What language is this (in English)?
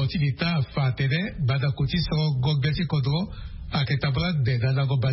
Sango